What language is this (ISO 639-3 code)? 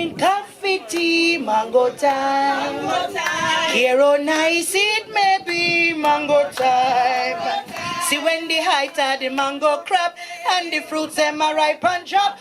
jam